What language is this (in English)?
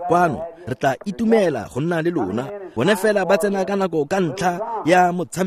Tswana